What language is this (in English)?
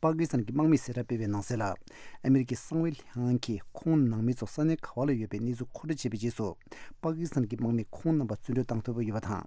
Tibetan